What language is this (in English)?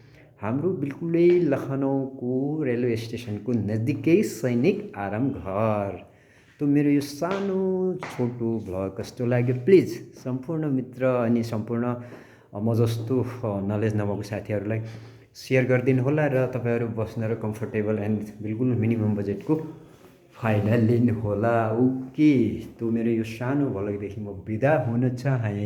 Nepali